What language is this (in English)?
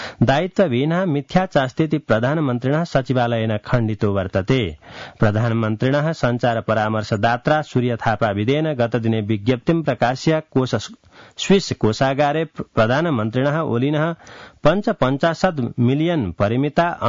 Sanskrit